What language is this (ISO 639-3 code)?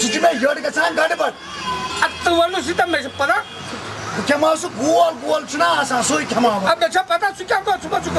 kas